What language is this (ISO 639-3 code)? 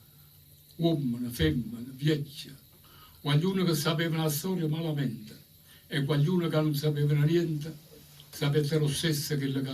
nap